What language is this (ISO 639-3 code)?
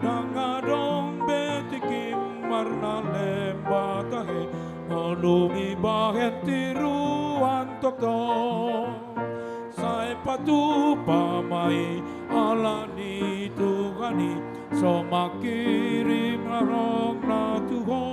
bbc